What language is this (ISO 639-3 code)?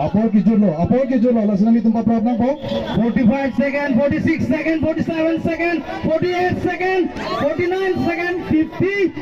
mjw